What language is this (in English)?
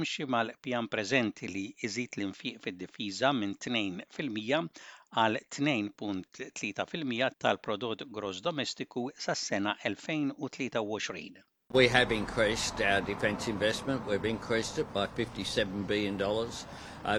Maltese